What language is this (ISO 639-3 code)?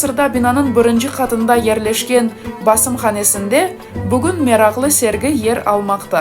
crh